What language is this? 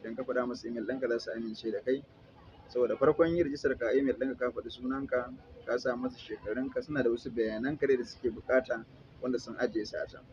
Hausa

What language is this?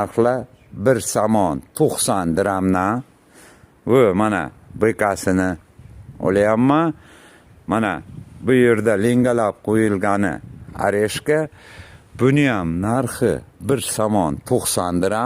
Uzbek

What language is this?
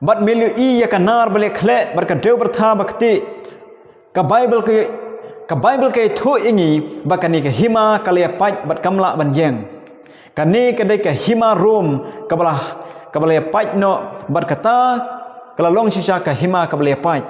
Khasi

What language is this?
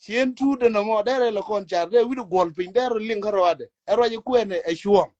Nuer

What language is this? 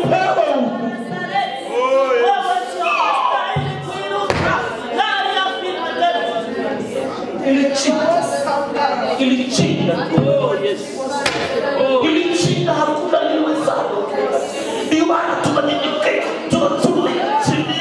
Swahili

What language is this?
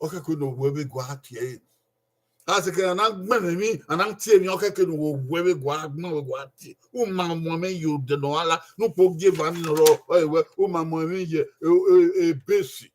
Bini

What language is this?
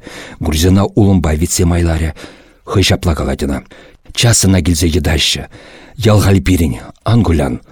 Chuvash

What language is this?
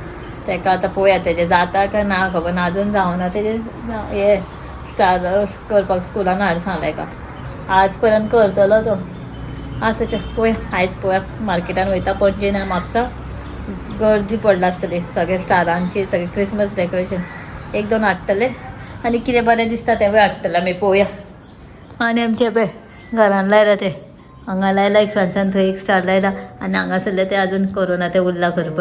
Konkani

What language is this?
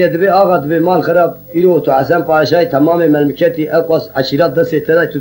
Kurdish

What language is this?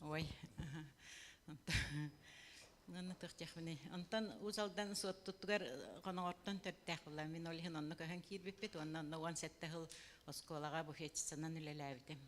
Yakut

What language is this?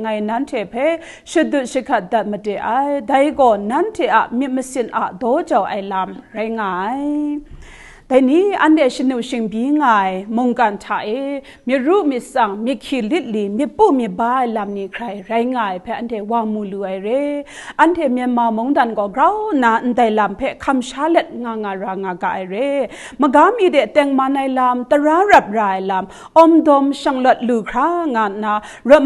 Kachin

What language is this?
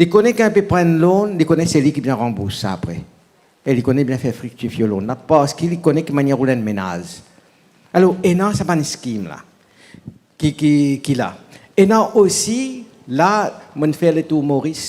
Morisyen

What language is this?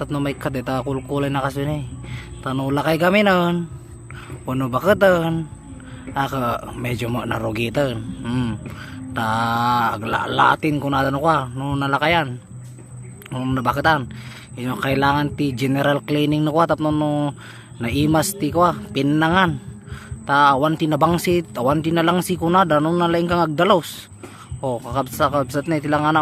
Iloko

